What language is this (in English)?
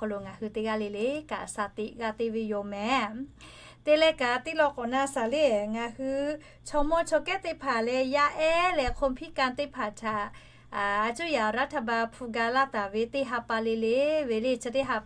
Lahu